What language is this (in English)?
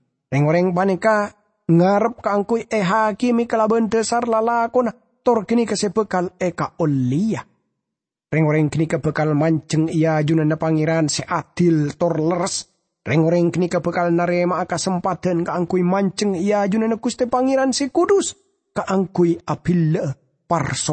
Madurese